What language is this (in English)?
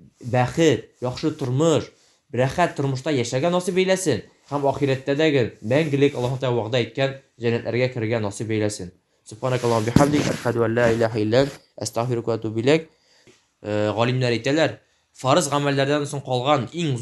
Tatar